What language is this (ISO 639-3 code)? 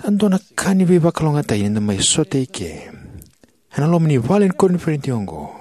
fij